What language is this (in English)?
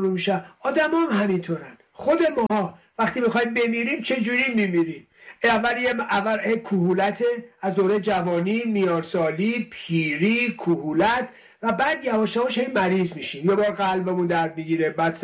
Persian